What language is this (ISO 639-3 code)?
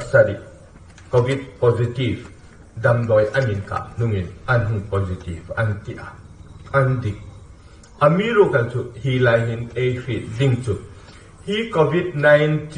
hmr